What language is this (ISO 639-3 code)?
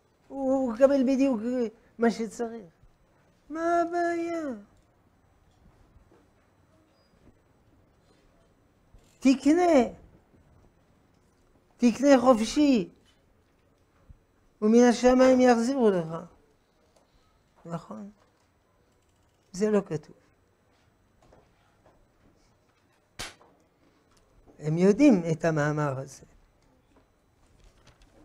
heb